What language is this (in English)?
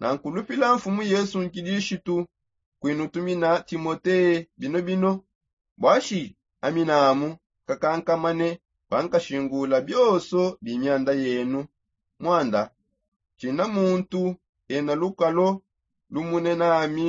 Songe